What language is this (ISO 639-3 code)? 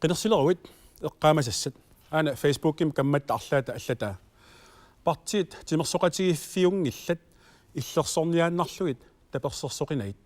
kal